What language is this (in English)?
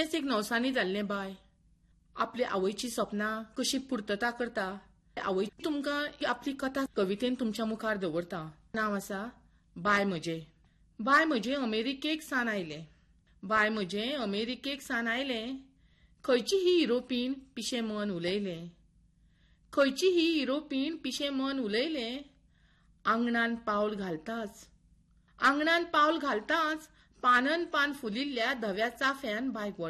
Konkani